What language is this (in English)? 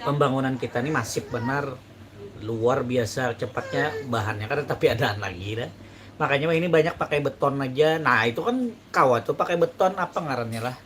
Banjar